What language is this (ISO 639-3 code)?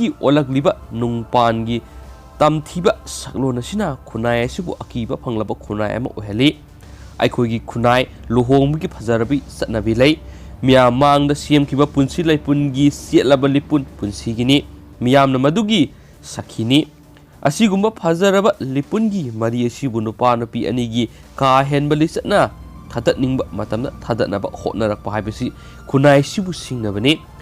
mni